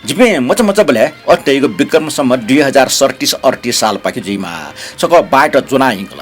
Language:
Newari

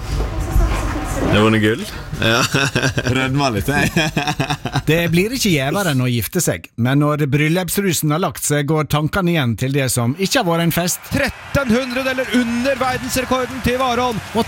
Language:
Norwegian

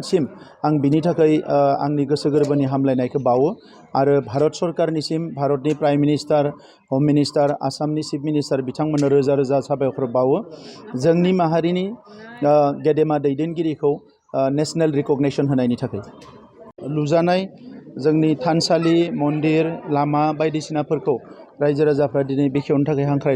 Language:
Bodo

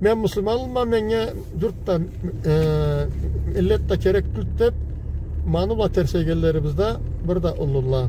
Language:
Karachay-Balkar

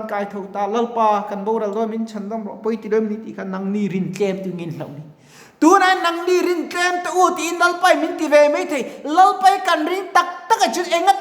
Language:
Mizo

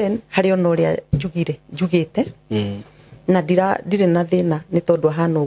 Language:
Kikuyu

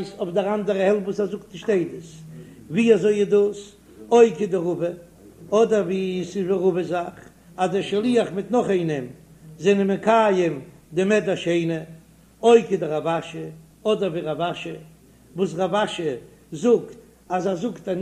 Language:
Yiddish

